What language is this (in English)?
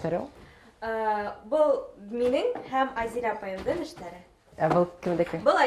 Bashkir